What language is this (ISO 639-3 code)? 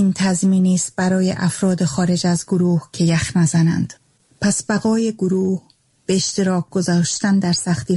fas